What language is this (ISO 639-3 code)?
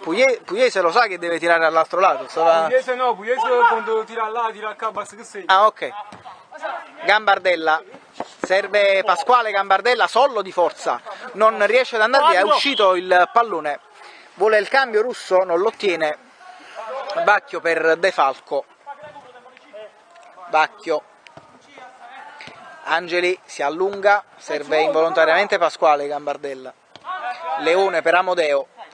ita